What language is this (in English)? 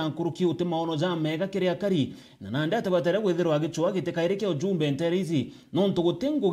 Meru